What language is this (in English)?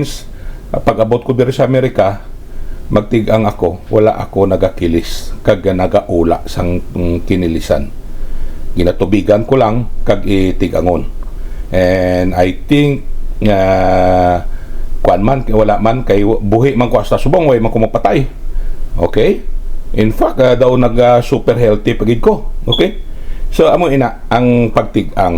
Hiligaynon